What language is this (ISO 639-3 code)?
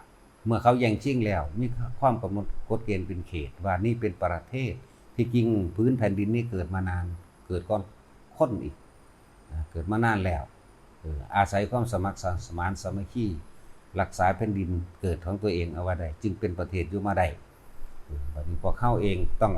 tts